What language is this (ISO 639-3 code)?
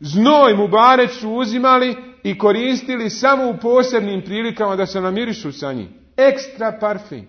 bos